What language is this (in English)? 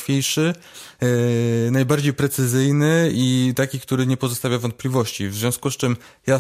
Polish